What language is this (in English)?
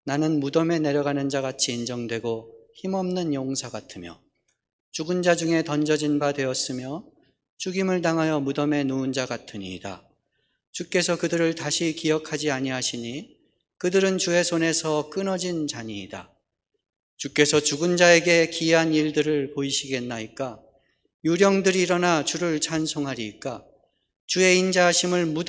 Korean